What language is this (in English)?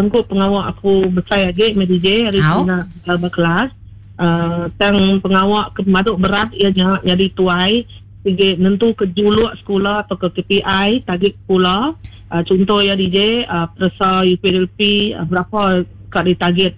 Iban